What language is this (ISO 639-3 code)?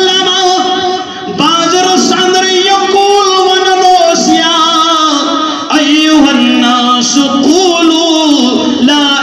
kas